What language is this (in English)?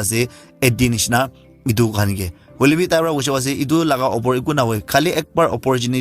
Naga Pidgin